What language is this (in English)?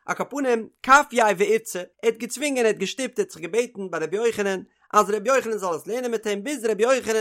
Yiddish